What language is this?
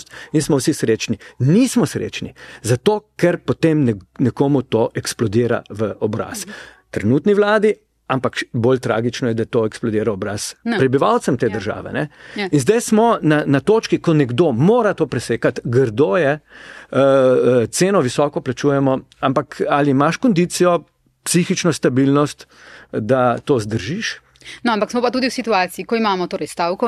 Slovenian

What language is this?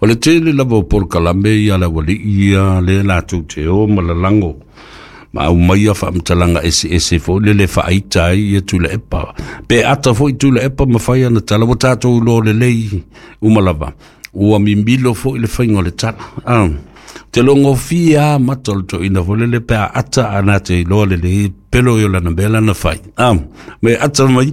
Samoan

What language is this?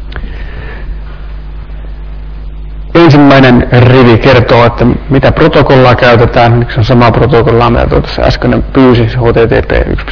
Finnish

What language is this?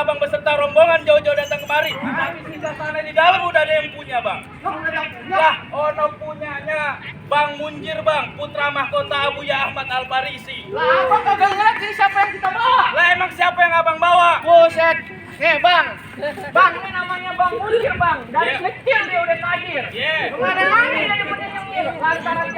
Betawi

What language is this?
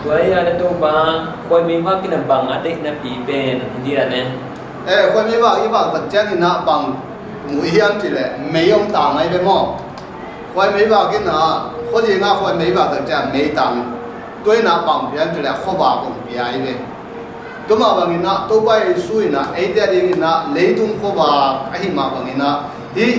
Tedim Chin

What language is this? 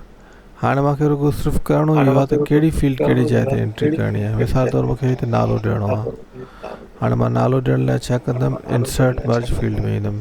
Sindhi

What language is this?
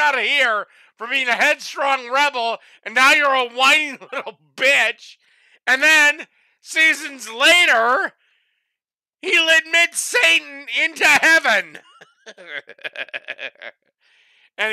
English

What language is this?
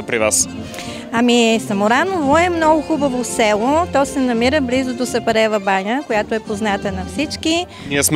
Bulgarian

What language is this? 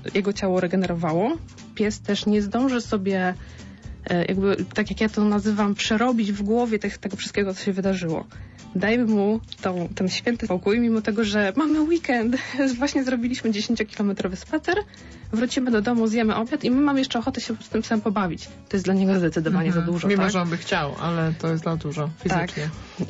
Polish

